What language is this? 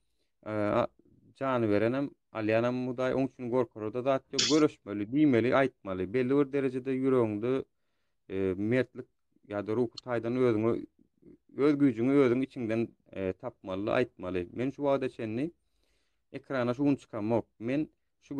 Turkmen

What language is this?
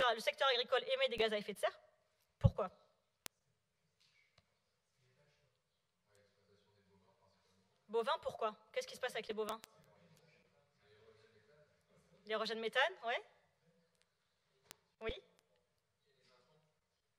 French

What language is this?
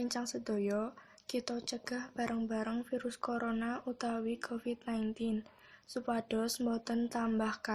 Javanese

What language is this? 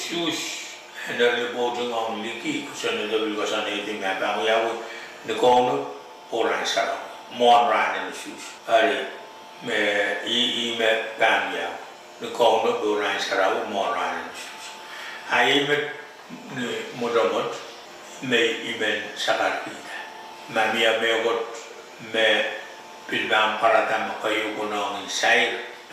Pohnpeian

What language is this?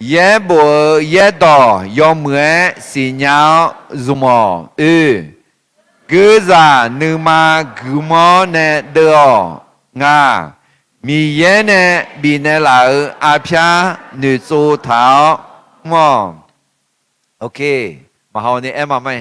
Akha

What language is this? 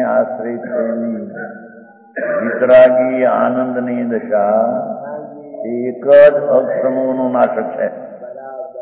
Gujarati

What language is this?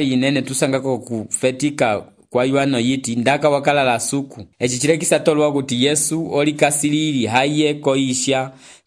Umbundu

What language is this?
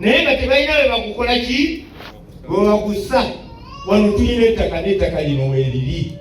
Ganda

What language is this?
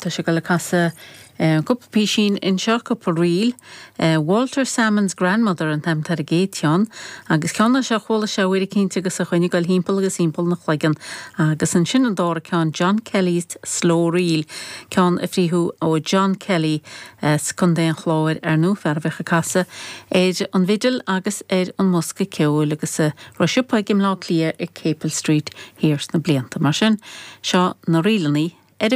Irish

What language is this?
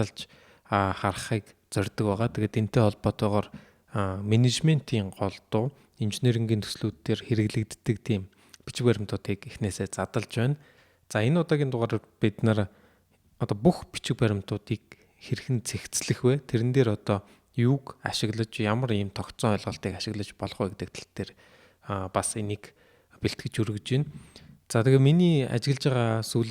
Mongolian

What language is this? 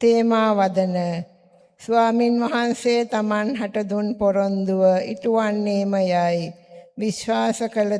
Sinhala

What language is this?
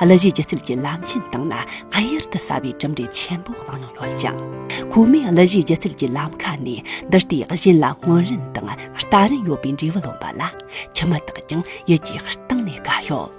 Tibetan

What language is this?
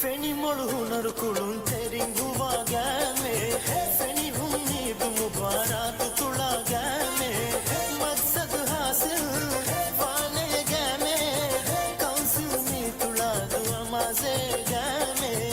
Divehi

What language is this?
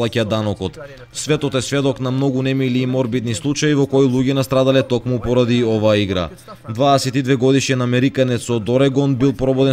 Macedonian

